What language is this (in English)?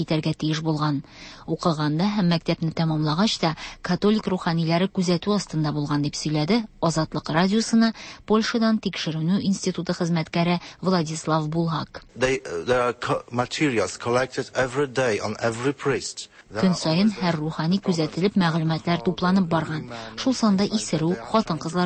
Tatar